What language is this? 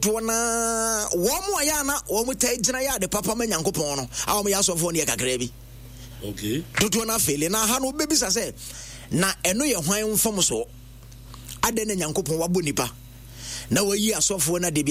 Akan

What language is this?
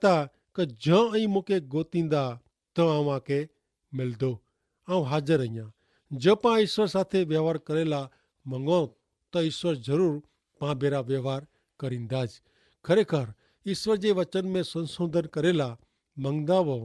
Kachhi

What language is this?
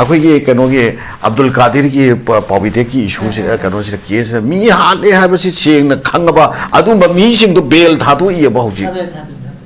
Manipuri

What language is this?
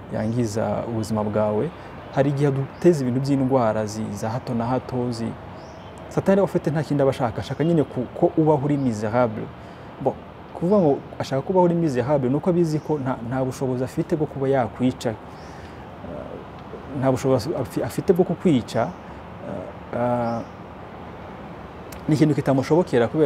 Kinyarwanda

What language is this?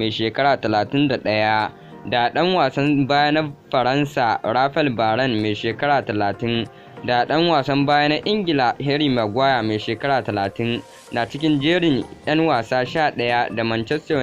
Hausa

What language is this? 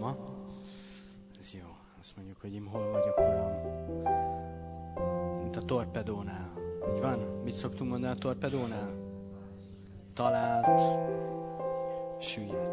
Hungarian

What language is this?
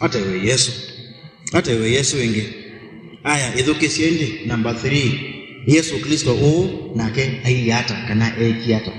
Kamba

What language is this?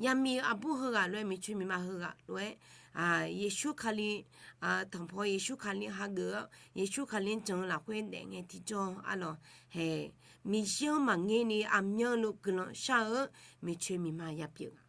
Akha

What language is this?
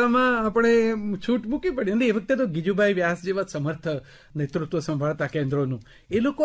Gujarati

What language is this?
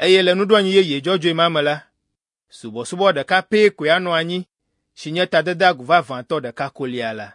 Ewe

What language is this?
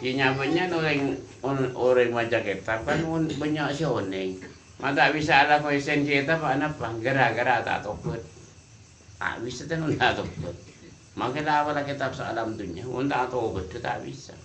Madurese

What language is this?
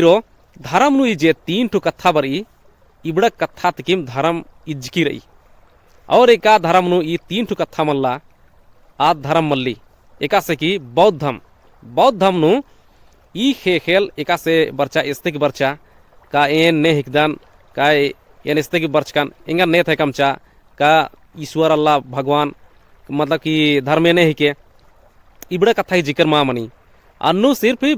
Kurukh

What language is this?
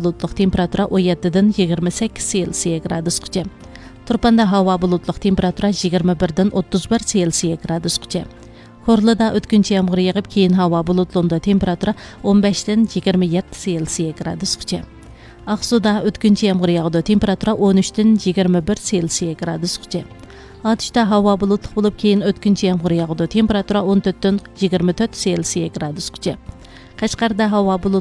Uyghur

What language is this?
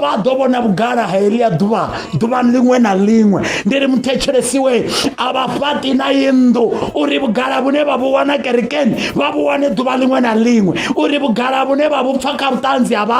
Venda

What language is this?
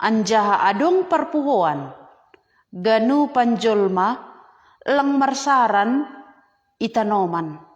Batak Simalungun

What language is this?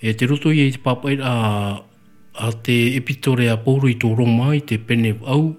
Tahitian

